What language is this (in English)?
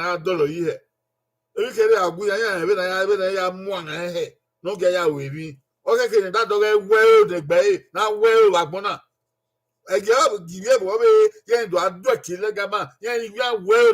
Bini